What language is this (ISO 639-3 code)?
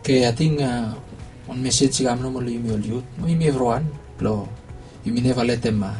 bis